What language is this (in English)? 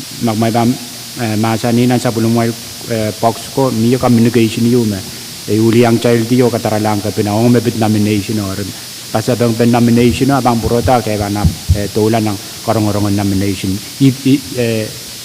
Pohnpeian